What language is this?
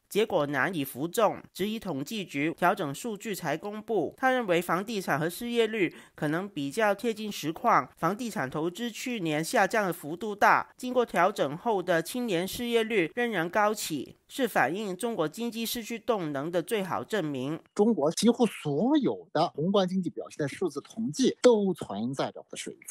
Chinese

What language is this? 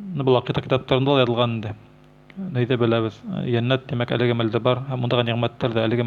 Bashkir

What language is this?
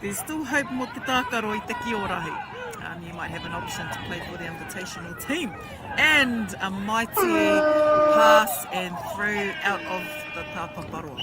Māori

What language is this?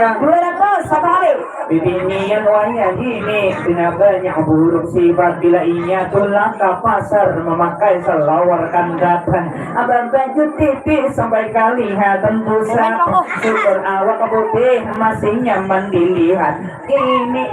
Banjar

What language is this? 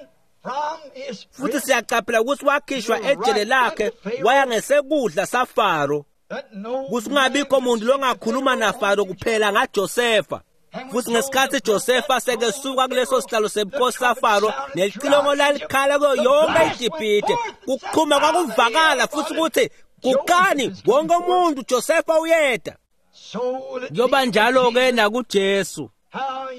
Swati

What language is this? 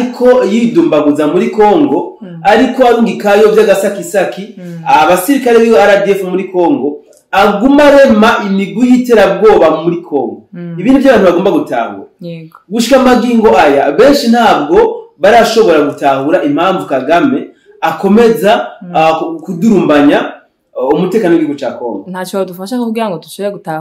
Rundi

